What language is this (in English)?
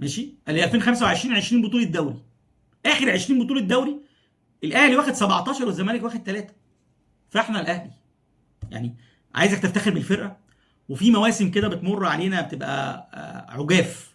Egyptian Arabic